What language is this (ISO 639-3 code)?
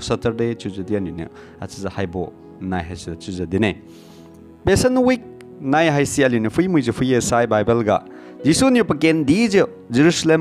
njn